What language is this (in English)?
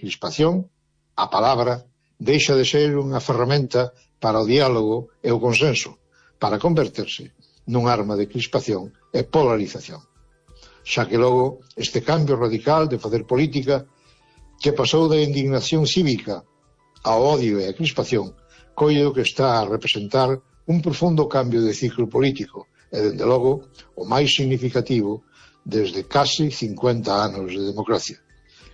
Galician